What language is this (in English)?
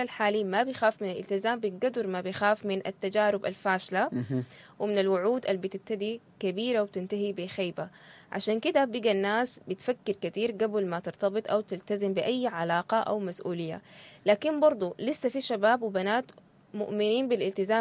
Sudanese Arabic